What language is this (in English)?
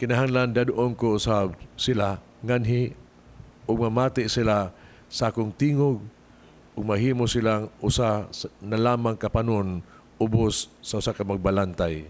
Cebuano